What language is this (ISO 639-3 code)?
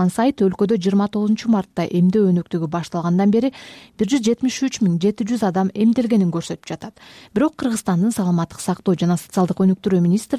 kir